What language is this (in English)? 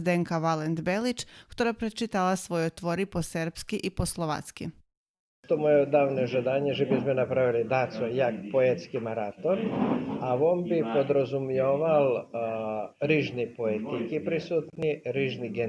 Rusyn